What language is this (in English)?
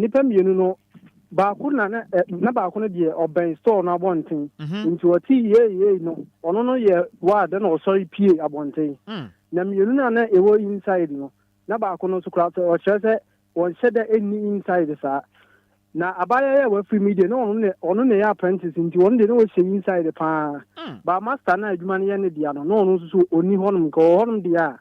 Akan